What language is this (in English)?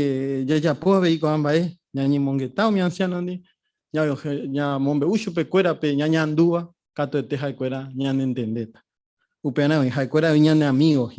Guarani